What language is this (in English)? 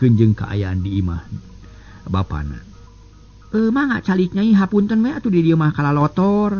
Sundanese